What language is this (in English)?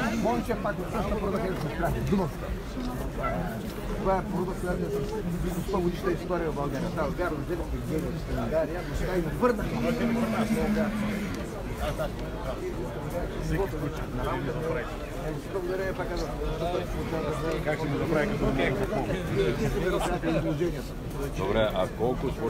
Bulgarian